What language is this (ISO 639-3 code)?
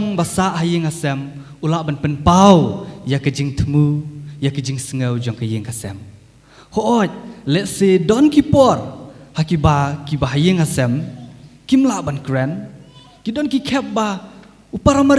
kha